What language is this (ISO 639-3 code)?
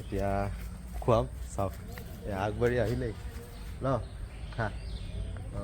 asm